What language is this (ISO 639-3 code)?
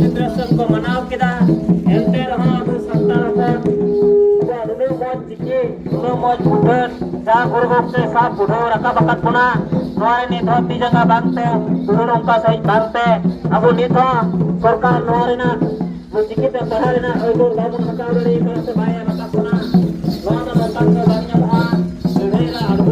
sat